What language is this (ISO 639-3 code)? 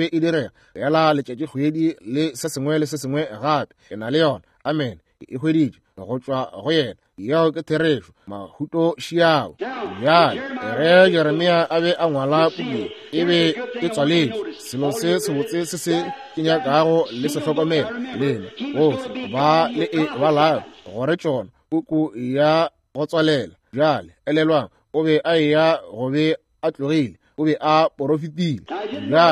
nso